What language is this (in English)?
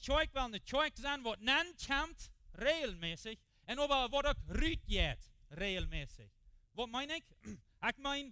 Plautdietsch